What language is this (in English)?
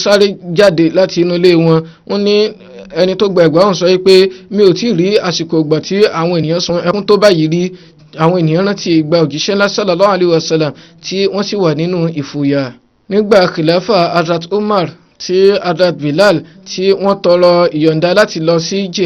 Yoruba